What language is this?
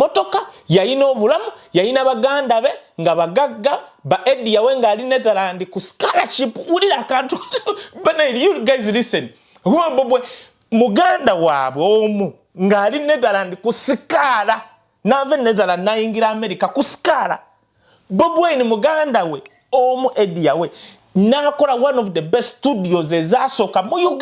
Ganda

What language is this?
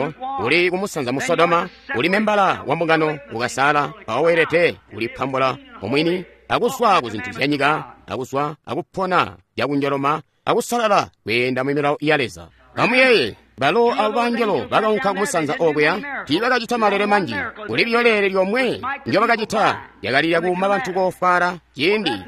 Tonga (Zambia)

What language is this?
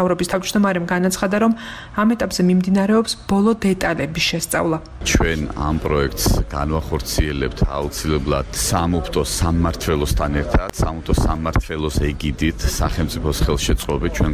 Georgian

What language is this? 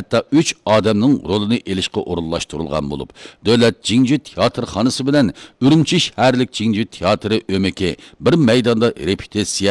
Uyghur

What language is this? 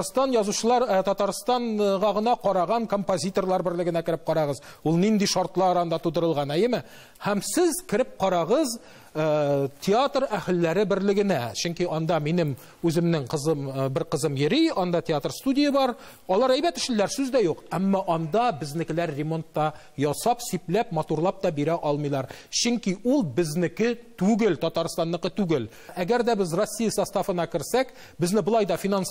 Tatar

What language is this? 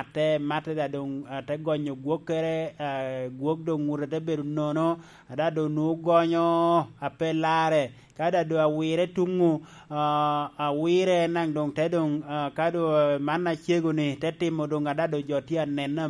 Lango (Uganda)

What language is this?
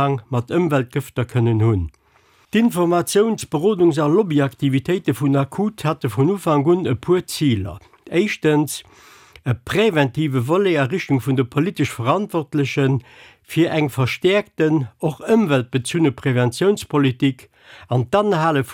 Luxembourgish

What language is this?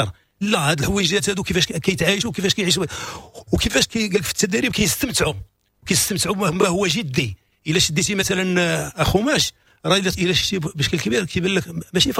Moroccan Arabic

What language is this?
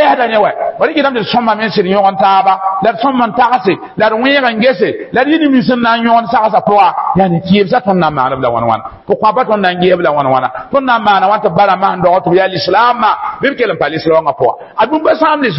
Mossi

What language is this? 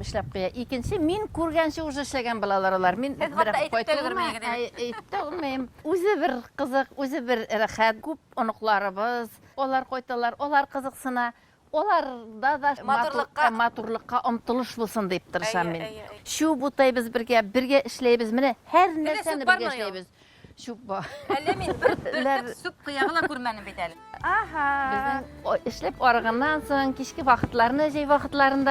Bashkir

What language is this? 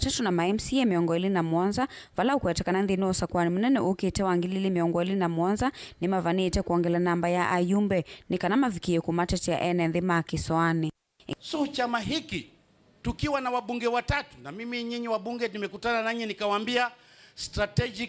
Kamba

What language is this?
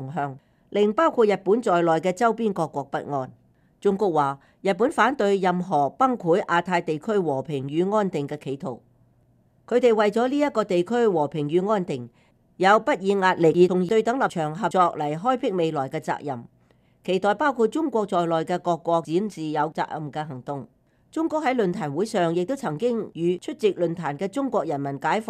Cantonese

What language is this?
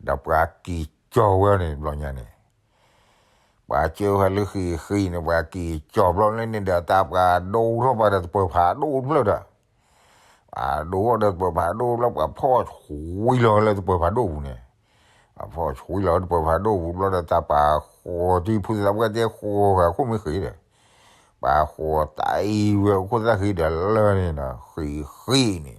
S'gaw Karen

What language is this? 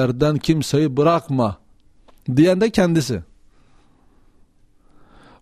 Turkish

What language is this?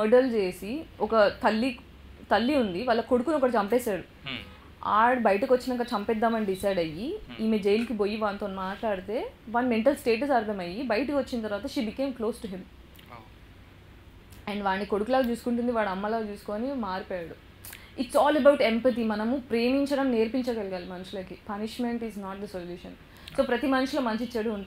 Telugu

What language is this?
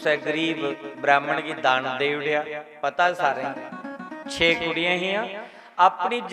Dogri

